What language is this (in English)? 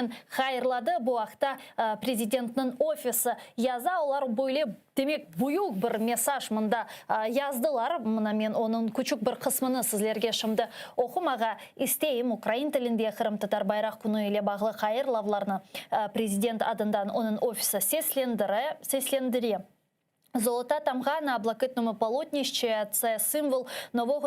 Crimean Tatar